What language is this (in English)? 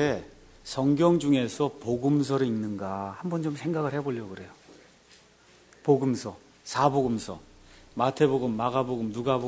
Korean